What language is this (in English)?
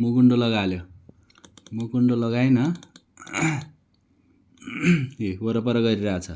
Nepali